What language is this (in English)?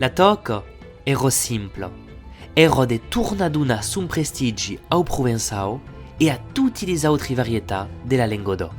Occitan